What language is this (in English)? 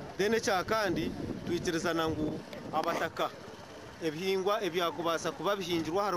Nyankole